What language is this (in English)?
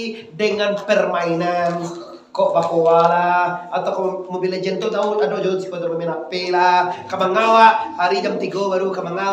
Minangkabau